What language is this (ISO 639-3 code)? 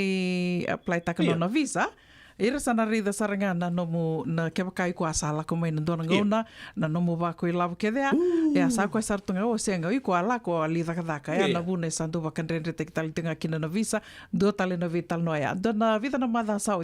fij